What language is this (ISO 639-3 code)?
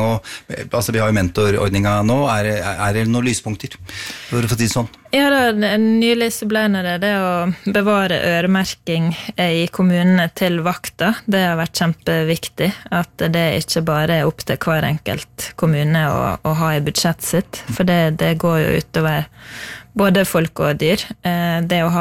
nor